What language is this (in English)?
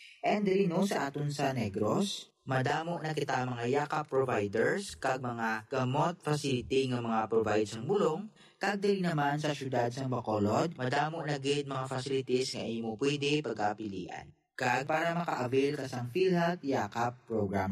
Hiligaynon